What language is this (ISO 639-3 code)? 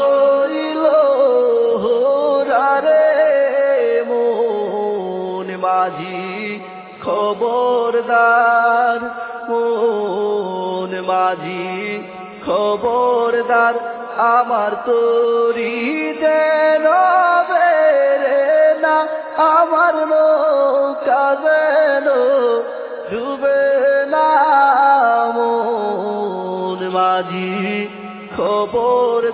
ben